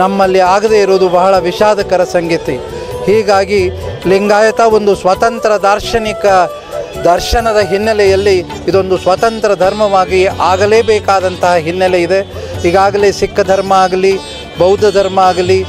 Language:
Kannada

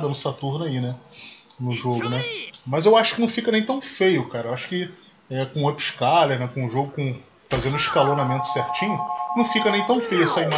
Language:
Portuguese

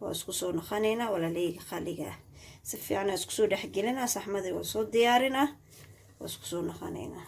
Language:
Somali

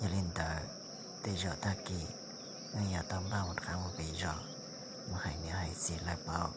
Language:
Hmong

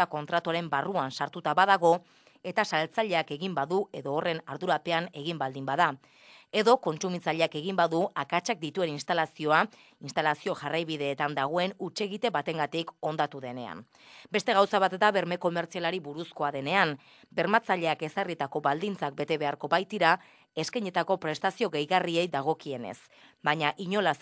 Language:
Basque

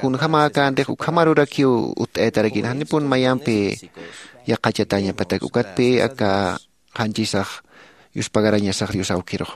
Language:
Aymara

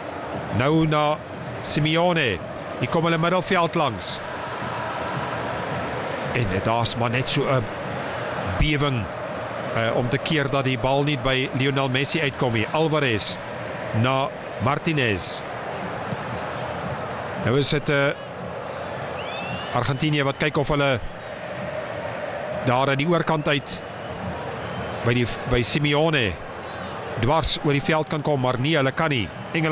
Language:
Afrikaans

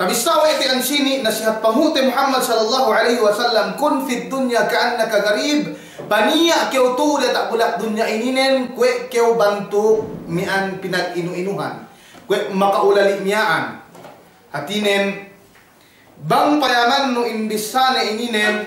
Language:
Yakan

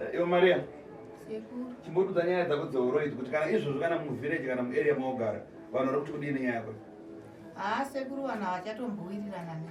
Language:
Shona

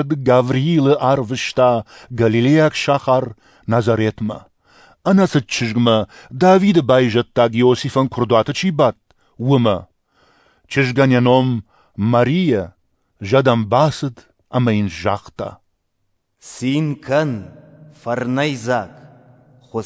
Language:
Ossetic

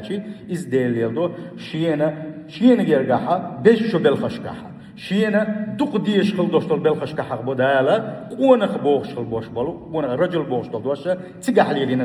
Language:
Chechen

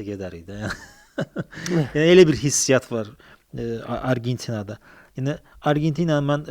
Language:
Azerbaijani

